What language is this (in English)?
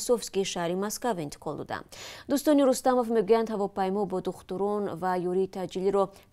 Tajik